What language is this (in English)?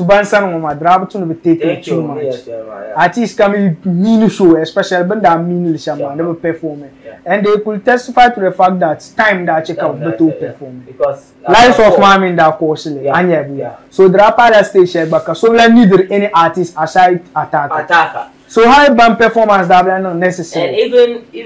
Dagbani